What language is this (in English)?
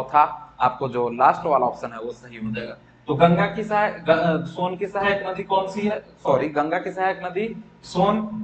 Hindi